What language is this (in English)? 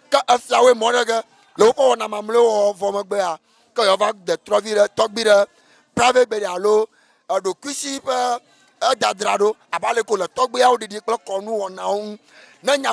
Ewe